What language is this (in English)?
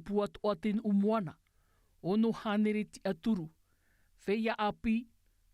Tahitian